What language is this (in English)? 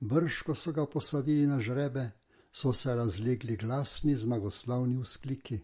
Slovenian